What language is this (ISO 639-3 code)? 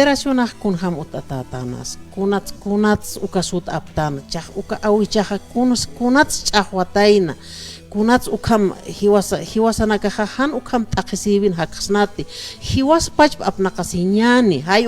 aym